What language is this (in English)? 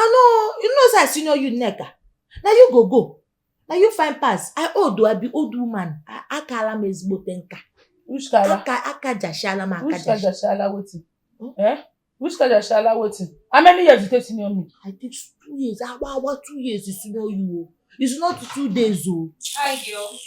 Nigerian Pidgin